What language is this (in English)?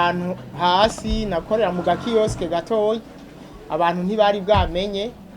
Rundi